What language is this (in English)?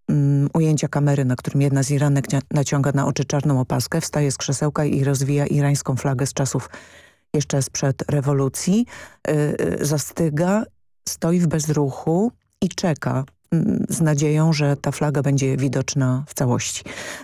Polish